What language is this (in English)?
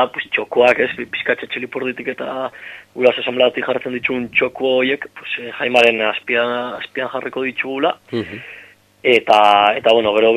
Basque